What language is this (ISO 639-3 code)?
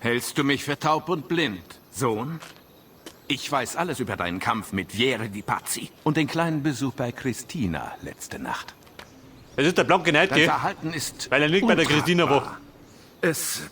bar